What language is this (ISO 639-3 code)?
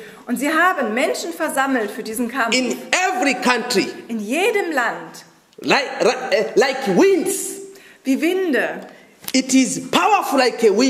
deu